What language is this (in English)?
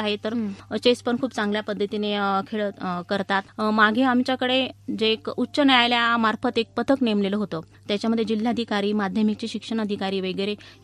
Marathi